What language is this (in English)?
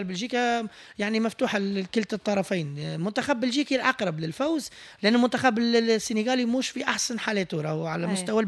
Tunisian Arabic